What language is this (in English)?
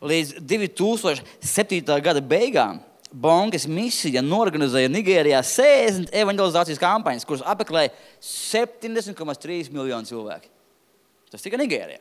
Latvian